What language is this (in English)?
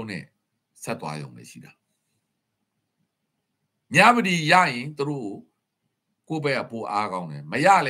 Burmese